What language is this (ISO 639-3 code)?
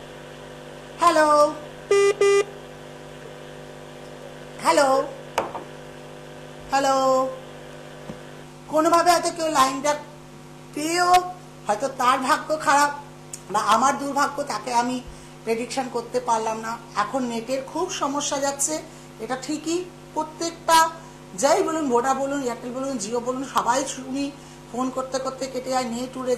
ben